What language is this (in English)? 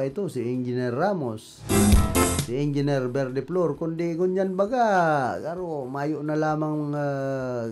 Bikol